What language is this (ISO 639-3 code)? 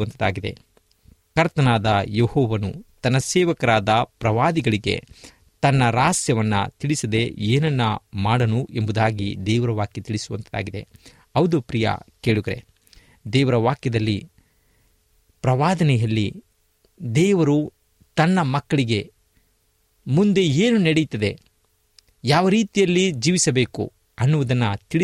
kan